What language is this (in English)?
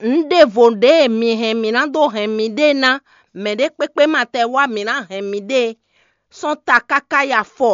Fon